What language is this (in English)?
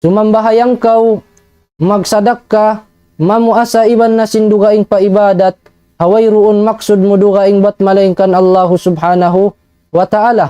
Tausug